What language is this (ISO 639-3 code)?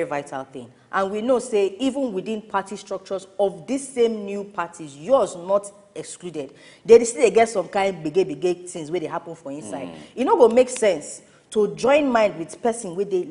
pcm